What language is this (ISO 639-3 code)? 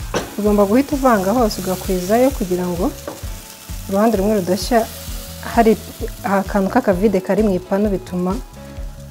kin